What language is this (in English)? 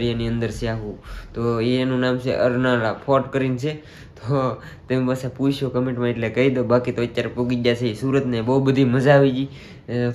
Gujarati